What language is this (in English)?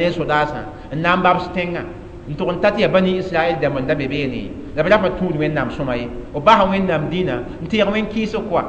Mossi